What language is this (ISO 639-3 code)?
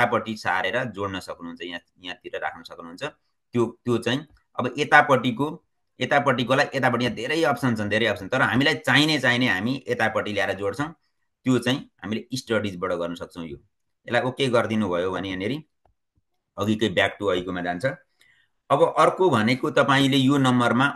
nep